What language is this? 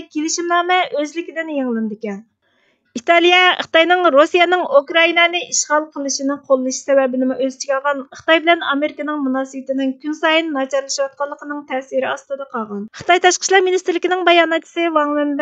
Uyghur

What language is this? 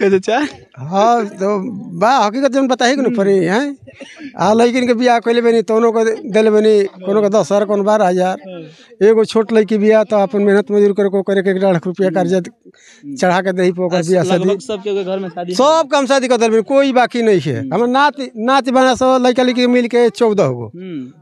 Bhojpuri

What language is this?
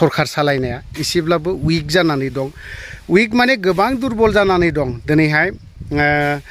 Bodo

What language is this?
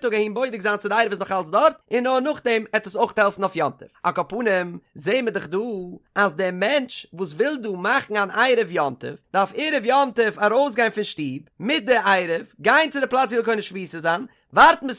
Yiddish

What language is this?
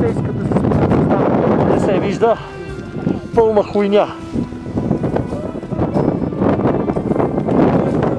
Bulgarian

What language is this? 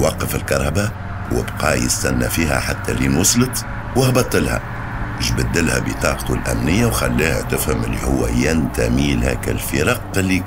Tunisian Arabic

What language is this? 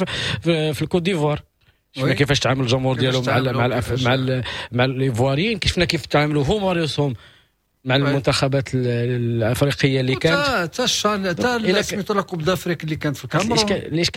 Moroccan Arabic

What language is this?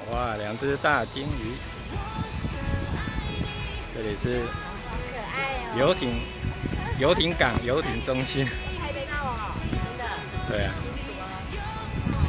Chinese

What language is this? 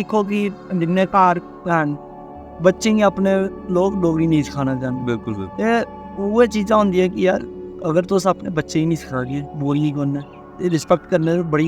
Dogri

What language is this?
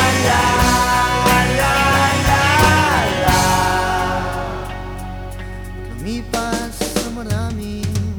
Filipino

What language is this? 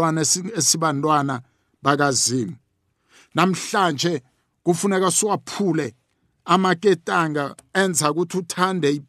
South Ndebele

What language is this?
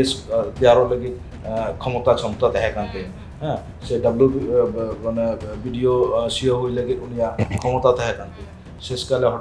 Santali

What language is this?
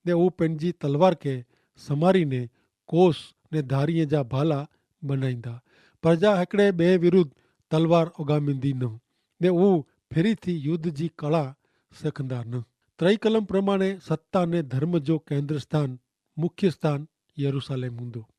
Kachhi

